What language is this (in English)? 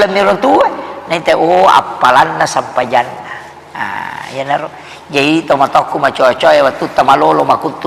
Buginese